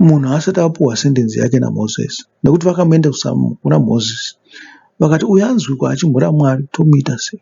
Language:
Shona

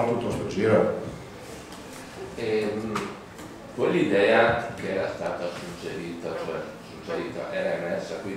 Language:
Italian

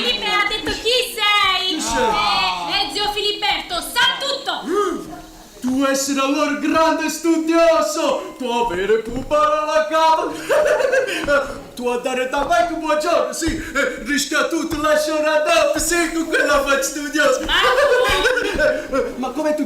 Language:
Neapolitan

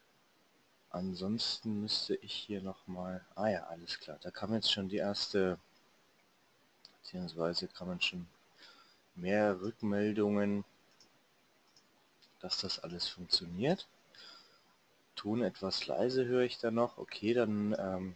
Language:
German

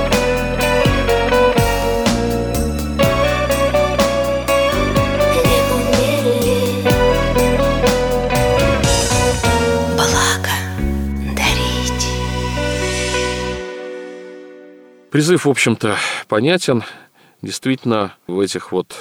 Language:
Russian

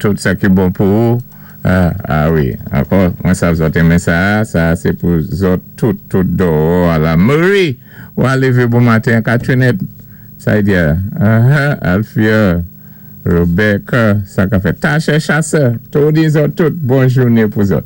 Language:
Saint Lucian Creole French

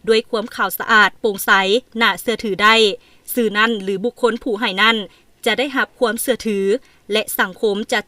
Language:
Lao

